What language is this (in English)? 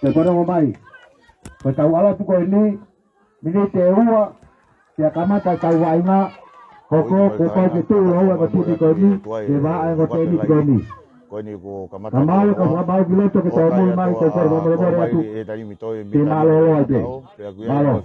Tongan